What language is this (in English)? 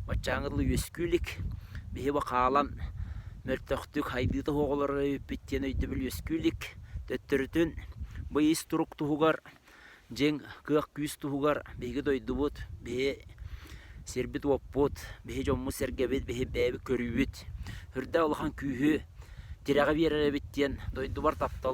Yakut